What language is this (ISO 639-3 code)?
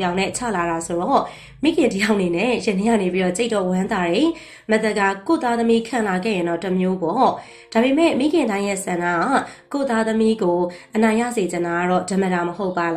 mya